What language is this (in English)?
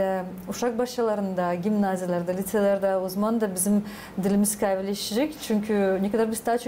Gagauz